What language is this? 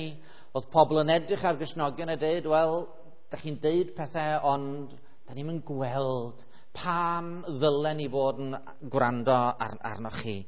Welsh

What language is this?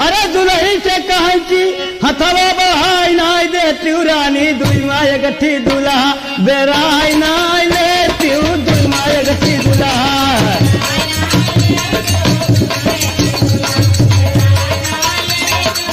Bhojpuri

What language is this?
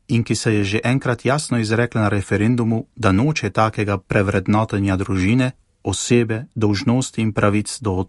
Slovenian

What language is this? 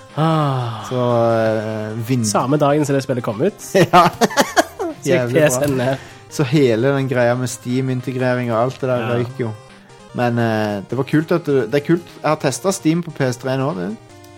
Norwegian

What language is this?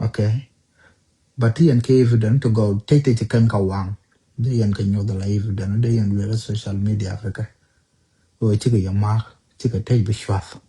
Nuer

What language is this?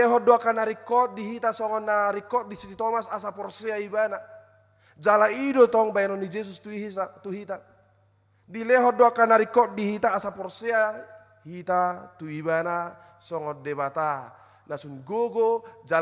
Batak Toba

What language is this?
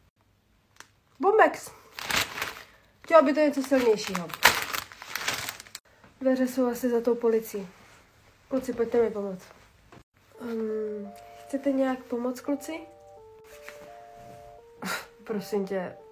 Czech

